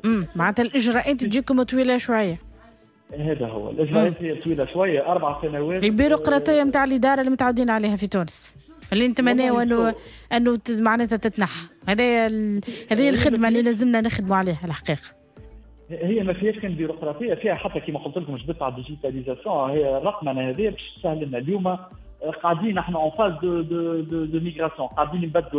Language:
Tunisian Arabic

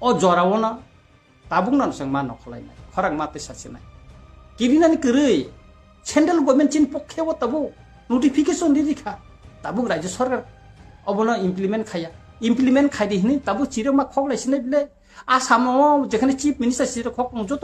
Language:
Kok Borok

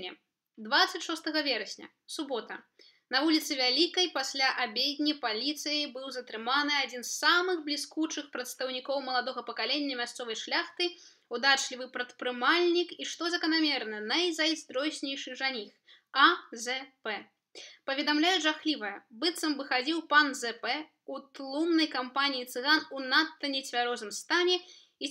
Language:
Belarusian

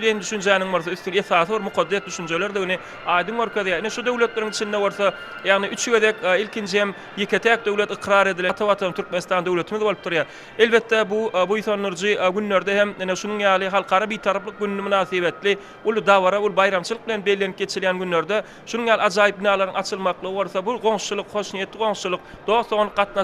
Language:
Turkmen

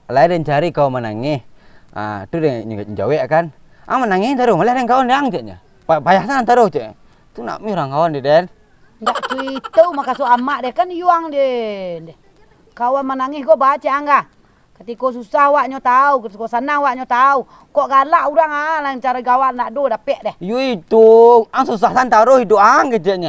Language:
Minangkabau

